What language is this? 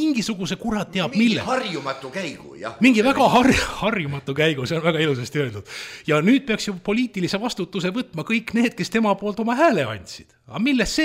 Estonian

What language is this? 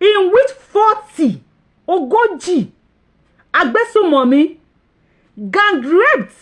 Yoruba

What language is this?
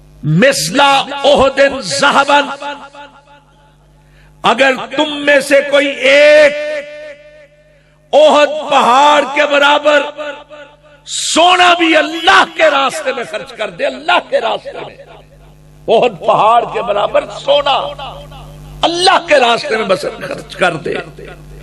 Urdu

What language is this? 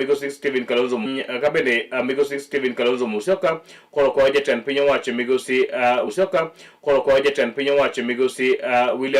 Luo (Kenya and Tanzania)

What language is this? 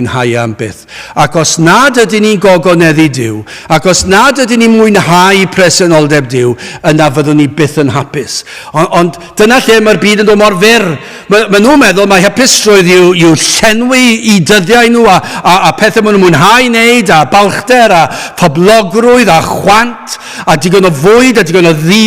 Welsh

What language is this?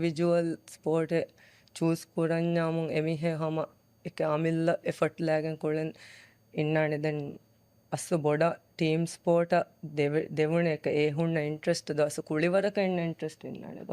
Divehi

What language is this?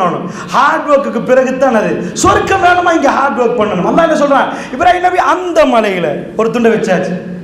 Tamil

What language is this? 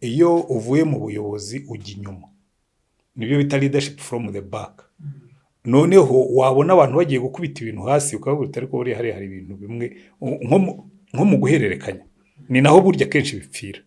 Kinyarwanda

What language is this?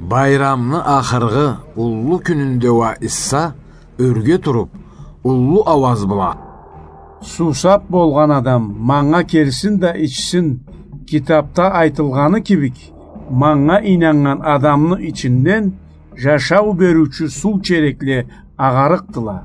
Karachay-Balkar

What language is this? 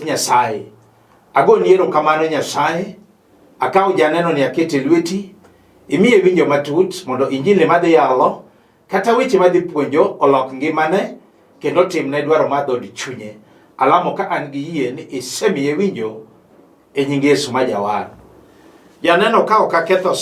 Luo (Kenya and Tanzania)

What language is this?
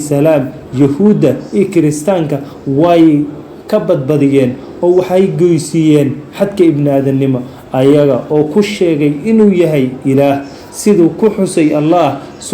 Somali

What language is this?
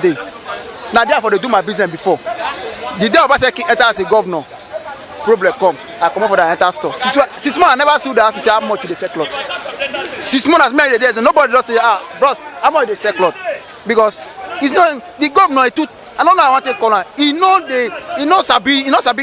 Nigerian Pidgin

